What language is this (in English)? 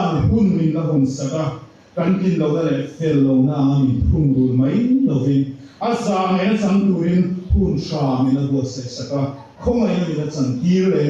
Mizo